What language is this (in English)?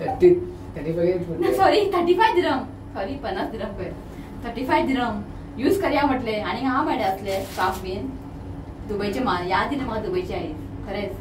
Konkani